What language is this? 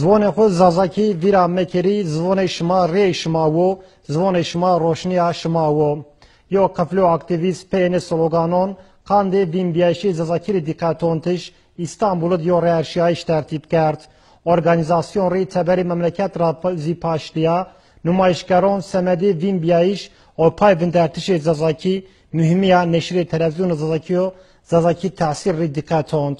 Zaza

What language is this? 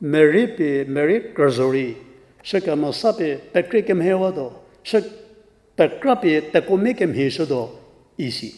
Angami Naga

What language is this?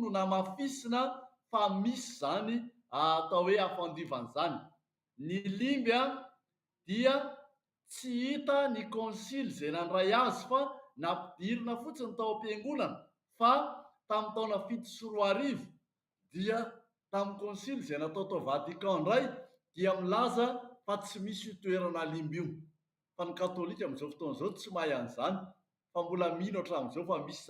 Malagasy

